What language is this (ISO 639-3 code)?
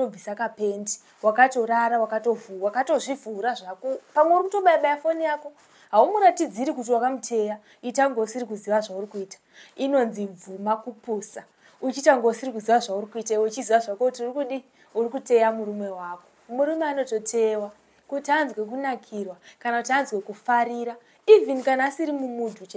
sna